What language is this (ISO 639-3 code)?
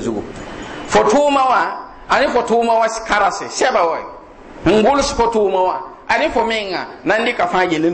mos